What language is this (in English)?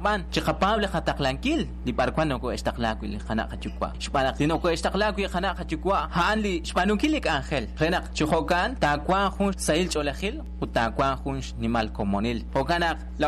Kekchí